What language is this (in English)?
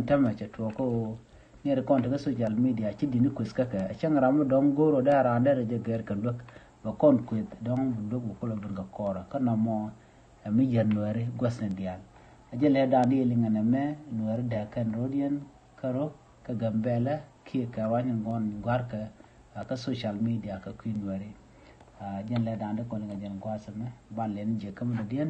Nuer